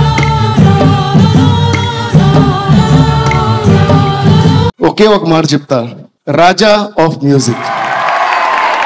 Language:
Telugu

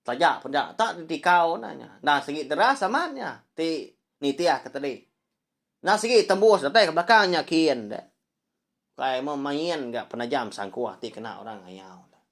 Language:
Iban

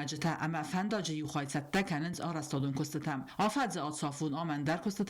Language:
Ossetic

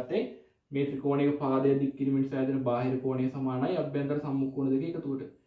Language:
Sinhala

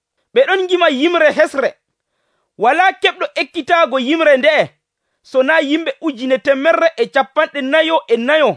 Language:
Nigerian Fulfulde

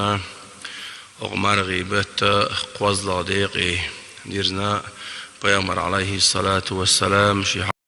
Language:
Chechen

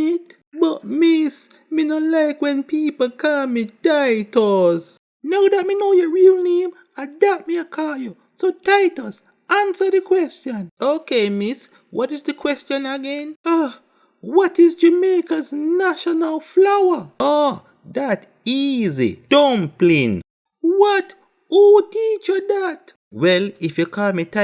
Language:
Jamaican Creole English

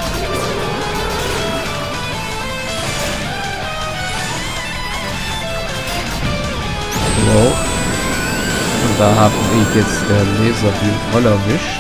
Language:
German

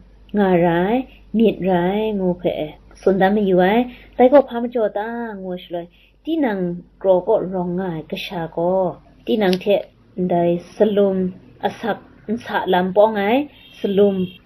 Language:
Kachin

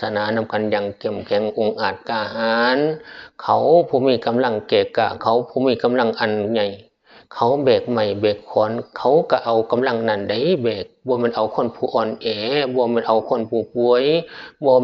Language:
Northeastern Thai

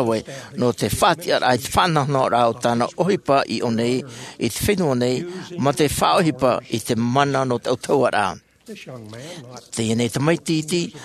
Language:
Tahitian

